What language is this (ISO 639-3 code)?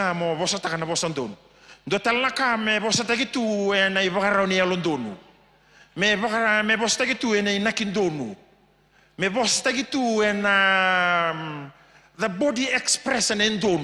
fij